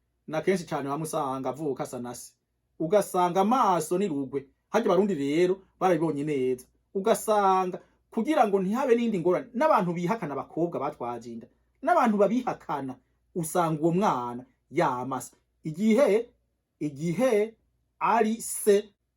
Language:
Rundi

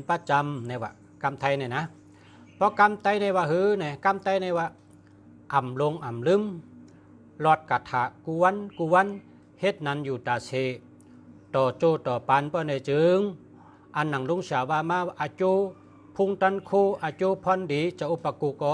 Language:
Shan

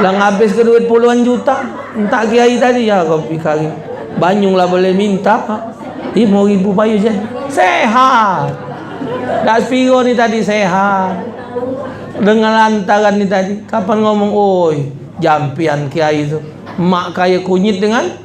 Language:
Musi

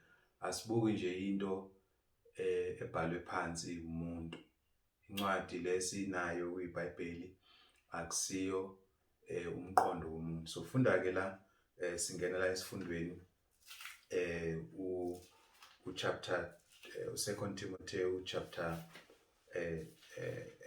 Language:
Zulu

